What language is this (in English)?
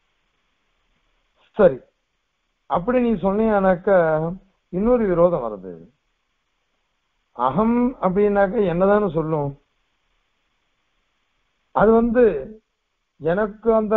Tamil